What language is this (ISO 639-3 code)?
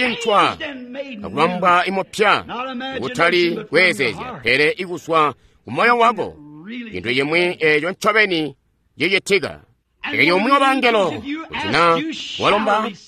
toi